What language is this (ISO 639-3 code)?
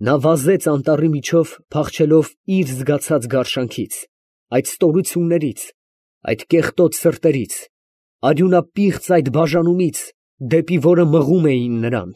hye